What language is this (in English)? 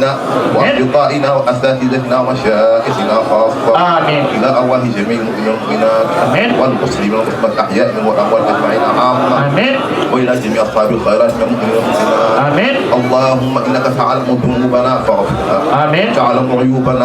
Fula